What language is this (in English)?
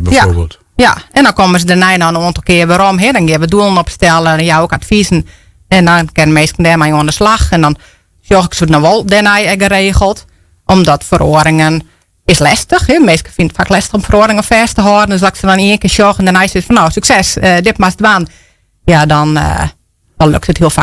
Western Frisian